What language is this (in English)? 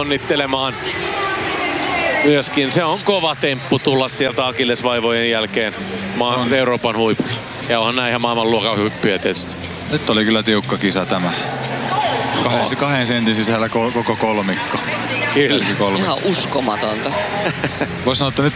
Finnish